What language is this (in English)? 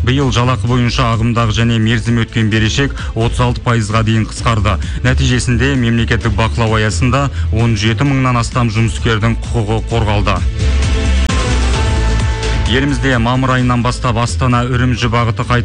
Kazakh